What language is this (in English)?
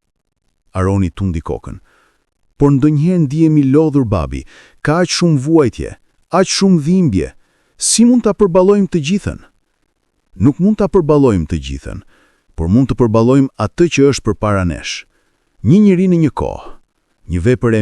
Albanian